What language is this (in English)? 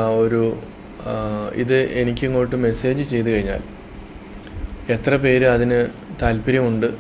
Malayalam